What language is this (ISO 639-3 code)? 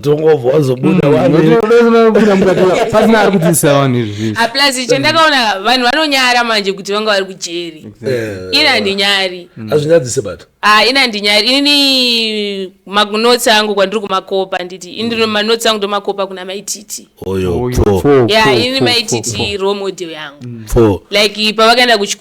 sna